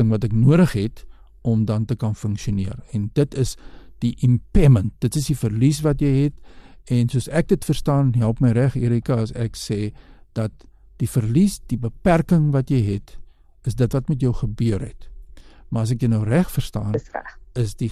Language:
Afrikaans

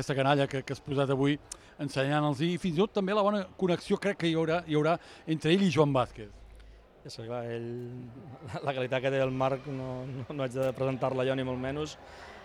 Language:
Catalan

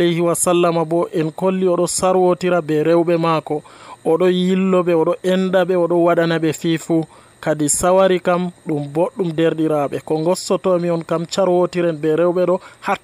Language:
Nigerian Fulfulde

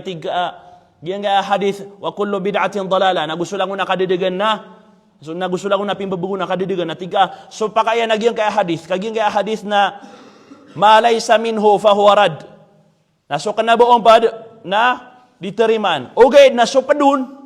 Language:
Maranao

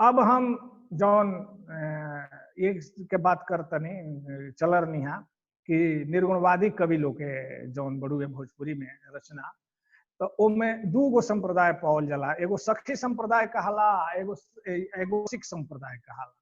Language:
Bhojpuri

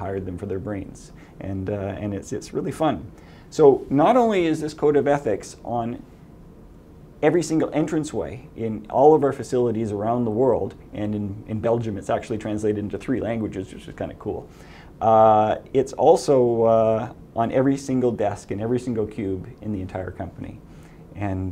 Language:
English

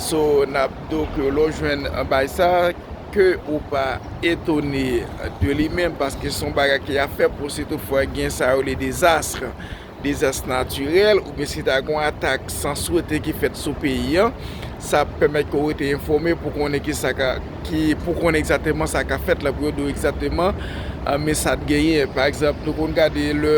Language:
Haitian Creole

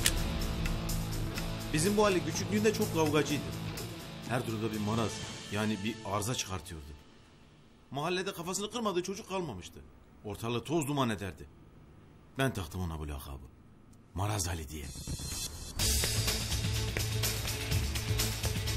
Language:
Turkish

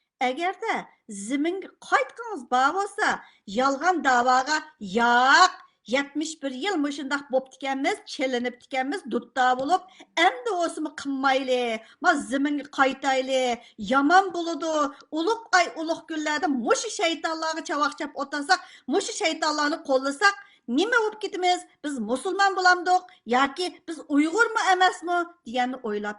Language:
Uyghur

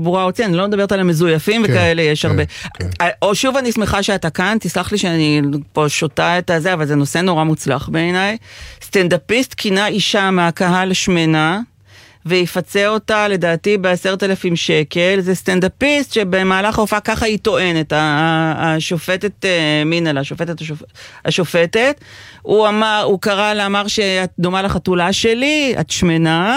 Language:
Hebrew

